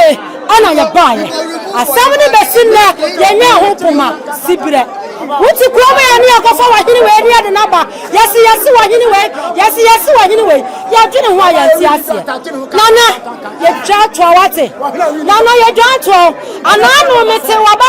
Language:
Akan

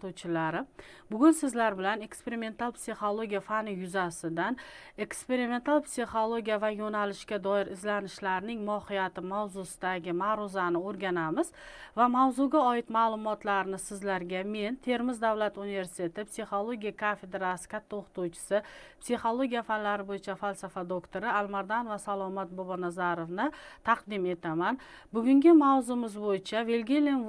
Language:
Uzbek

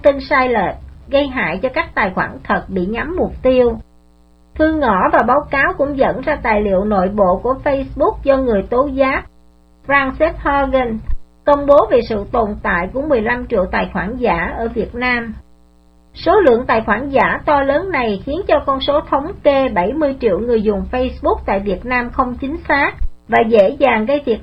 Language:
Vietnamese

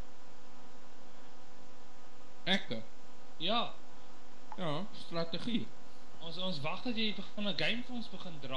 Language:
Afrikaans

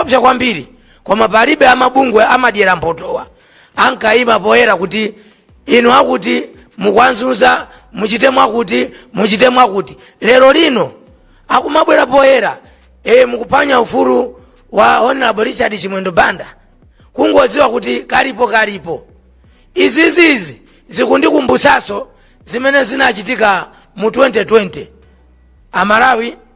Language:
Nyanja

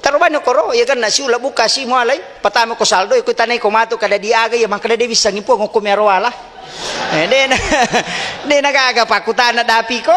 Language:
Buginese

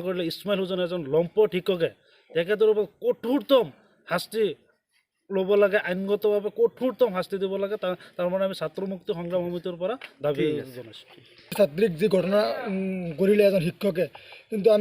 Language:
Assamese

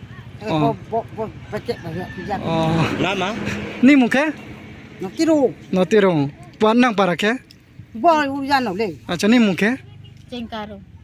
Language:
Riang (India)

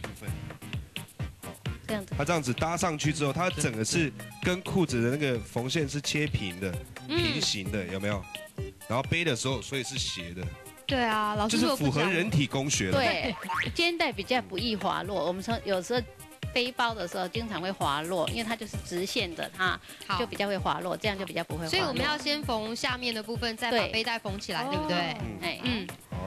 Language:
Chinese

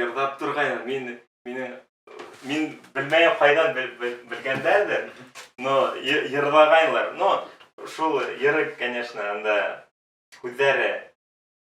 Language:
Bashkir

